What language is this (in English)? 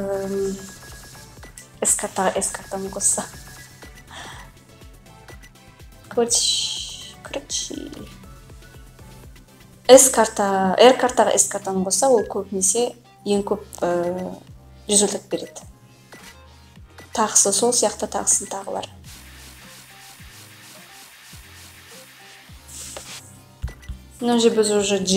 Kazakh